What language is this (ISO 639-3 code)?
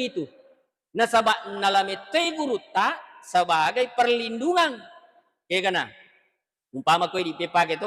bug